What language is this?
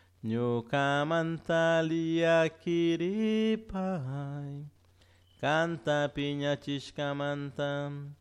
Chimborazo Highland Quichua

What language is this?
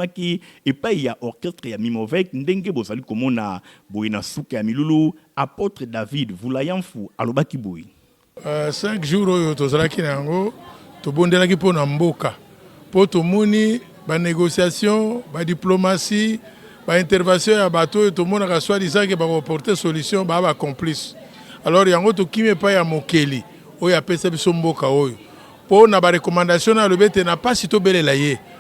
Lingala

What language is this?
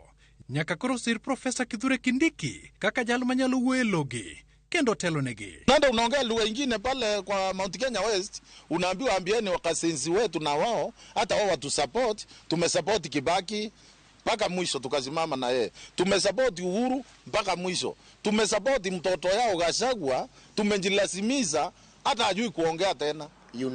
Luo (Kenya and Tanzania)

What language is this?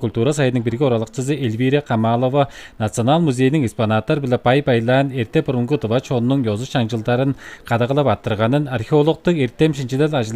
Tuvinian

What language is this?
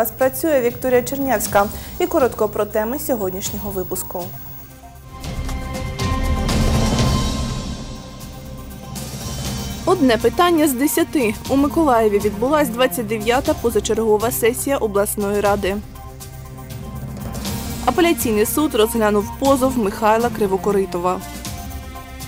Ukrainian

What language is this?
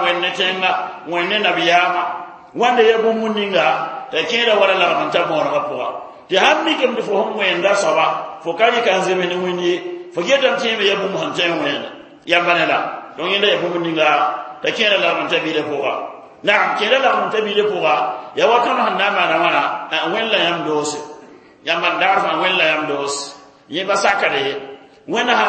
Mossi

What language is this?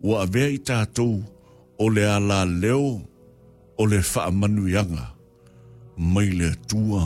Samoan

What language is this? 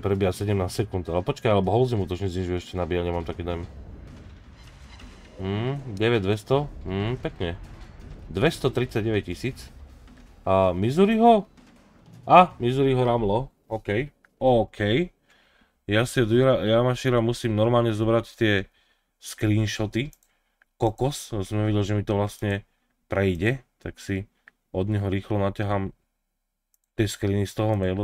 Slovak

